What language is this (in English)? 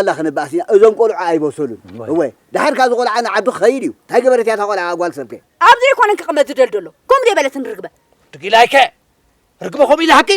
Tigrinya